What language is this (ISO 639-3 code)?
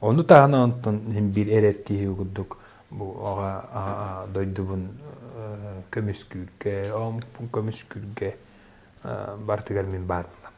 sah